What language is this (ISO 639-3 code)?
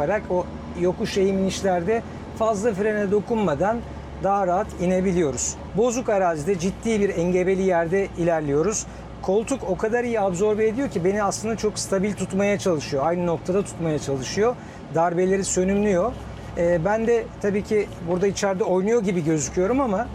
tur